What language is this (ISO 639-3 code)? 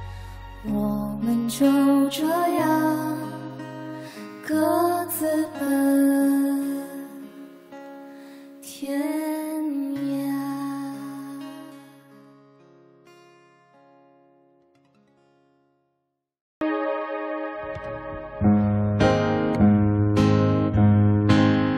zho